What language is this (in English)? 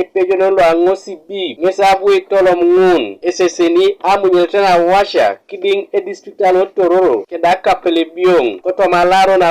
Teso